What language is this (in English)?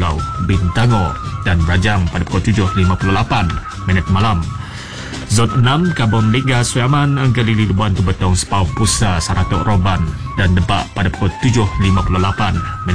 Malay